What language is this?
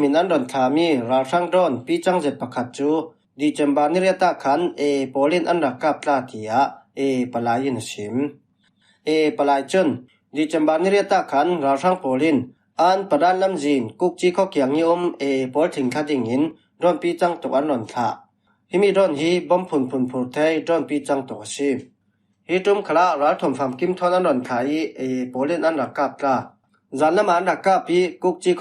Falam Chin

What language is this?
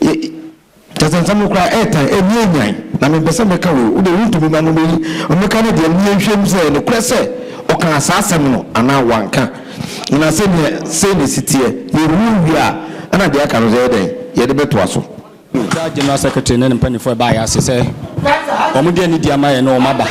Akan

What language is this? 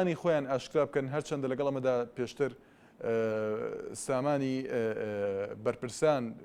Central Kurdish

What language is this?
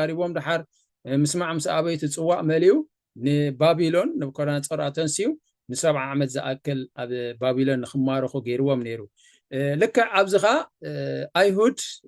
Tigrinya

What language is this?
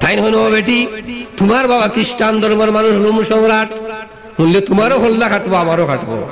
Sylheti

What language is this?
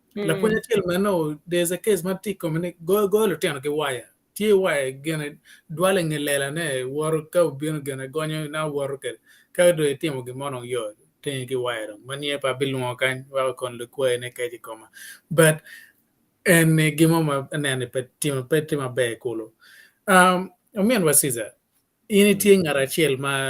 Acoli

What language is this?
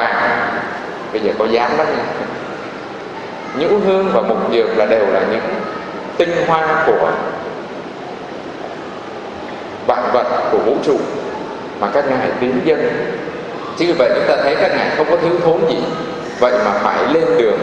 Vietnamese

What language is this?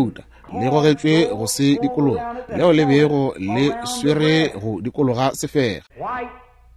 Northern Sotho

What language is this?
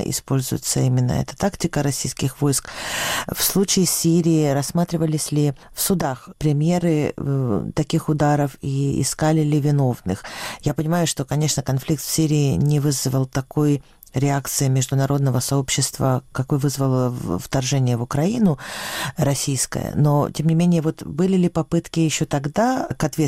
Russian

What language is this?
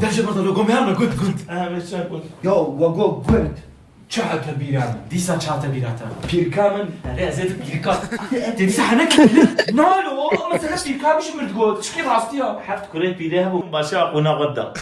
Kurdish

